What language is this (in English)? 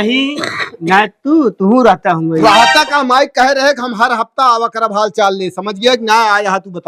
Awadhi